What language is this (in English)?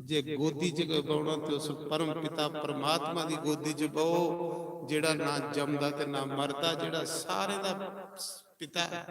Dogri